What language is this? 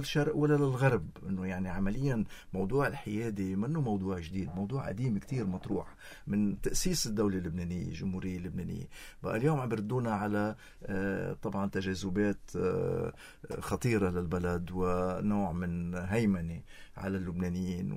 North Levantine Arabic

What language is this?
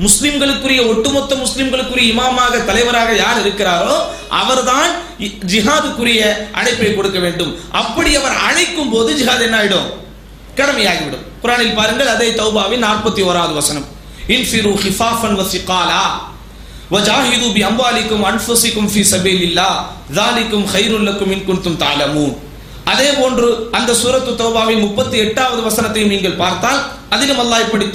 Tamil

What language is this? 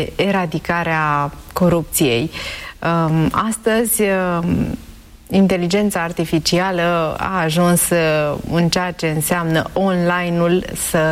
Romanian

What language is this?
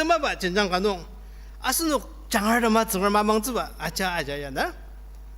Ao Naga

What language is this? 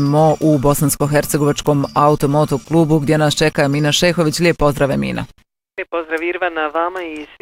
Bosnian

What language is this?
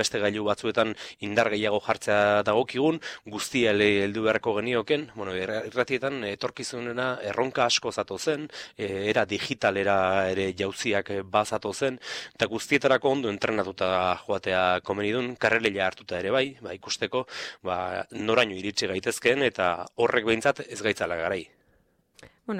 Basque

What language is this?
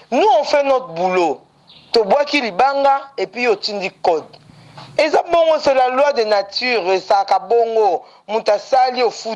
Lingala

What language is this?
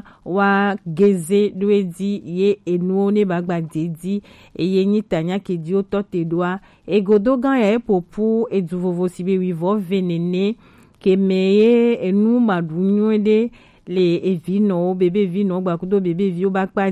Gen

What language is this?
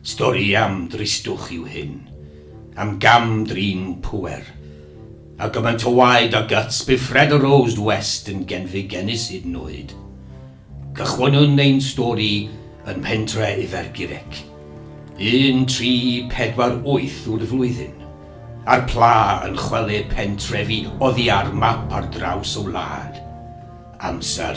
Welsh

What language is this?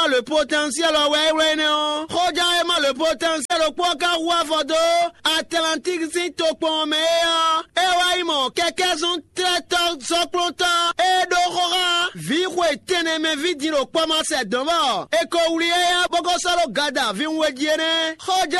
Fon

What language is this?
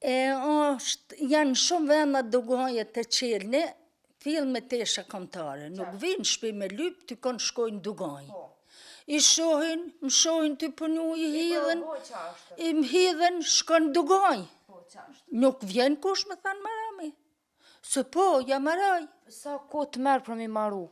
Albanian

